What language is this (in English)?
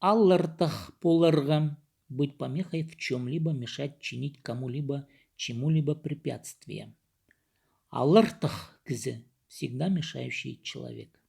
Khakas